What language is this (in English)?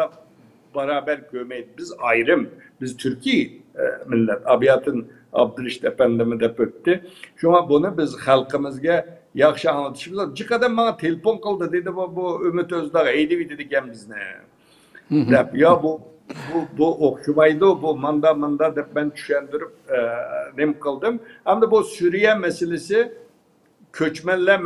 Uyghur